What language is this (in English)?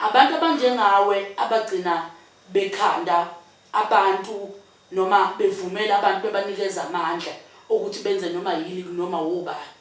Zulu